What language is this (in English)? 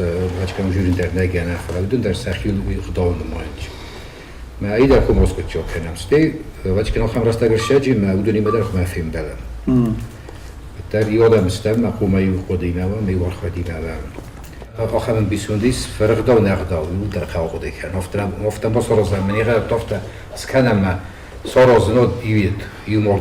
Ossetic